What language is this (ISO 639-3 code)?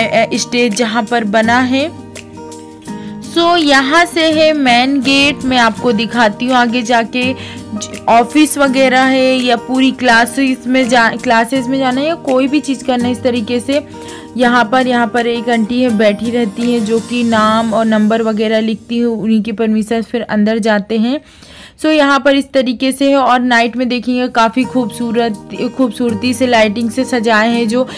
hin